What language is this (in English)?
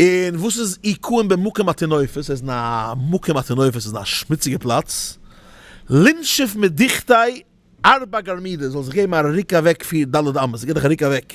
Yiddish